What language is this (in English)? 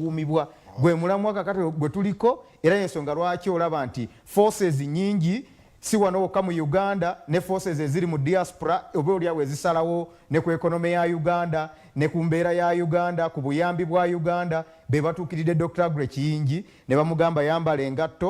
Soga